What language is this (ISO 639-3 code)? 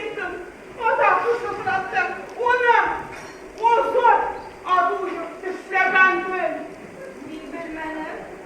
bak